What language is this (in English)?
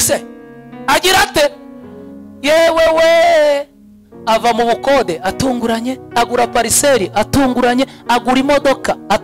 Kinyarwanda